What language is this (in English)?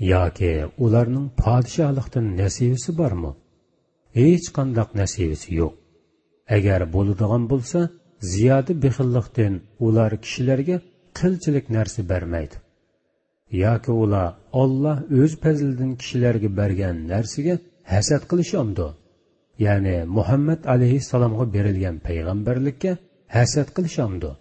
Uyghur